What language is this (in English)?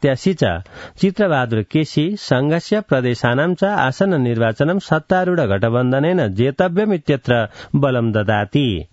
Sanskrit